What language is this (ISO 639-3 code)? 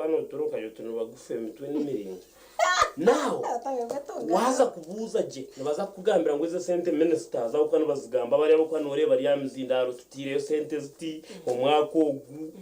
nyn